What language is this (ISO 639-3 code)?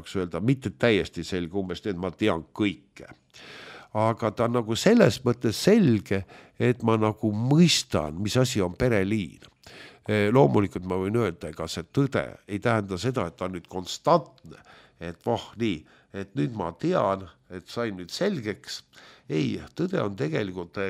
est